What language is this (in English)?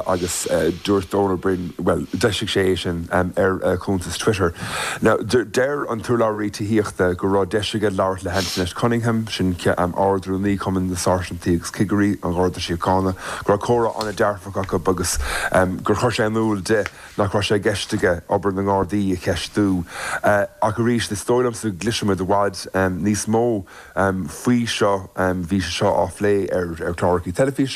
Irish